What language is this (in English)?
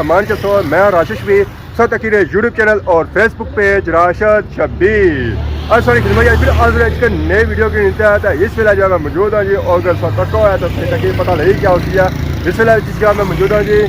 Pahari-Potwari